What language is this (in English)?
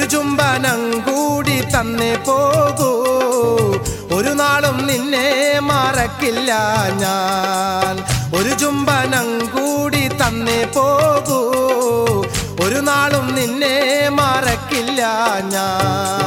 Malayalam